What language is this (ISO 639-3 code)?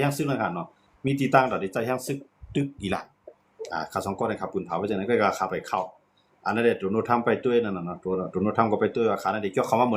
shn